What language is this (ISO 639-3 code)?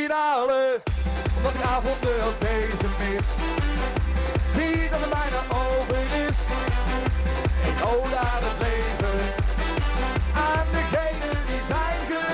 nld